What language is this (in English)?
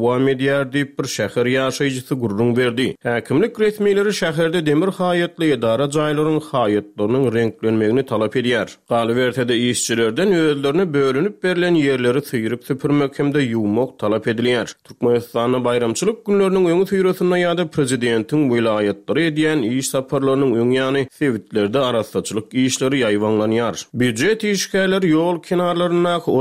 Turkmen